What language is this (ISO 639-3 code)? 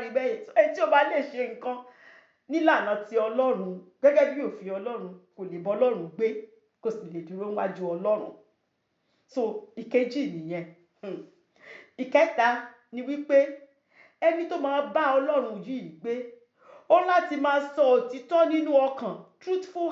yor